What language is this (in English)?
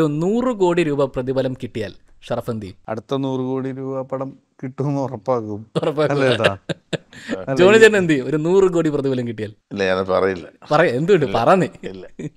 Malayalam